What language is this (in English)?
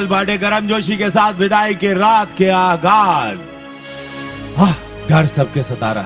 Bhojpuri